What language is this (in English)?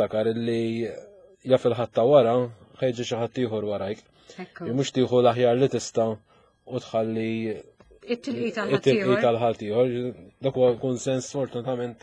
Maltese